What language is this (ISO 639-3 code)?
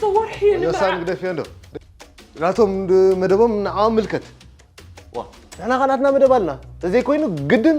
tir